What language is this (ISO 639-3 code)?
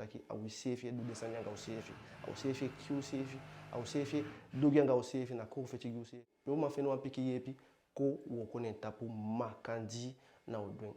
djk